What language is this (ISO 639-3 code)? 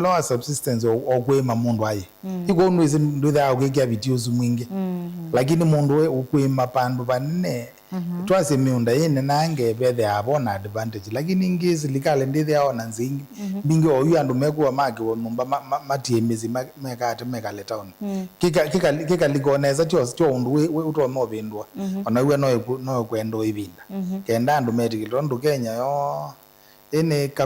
kam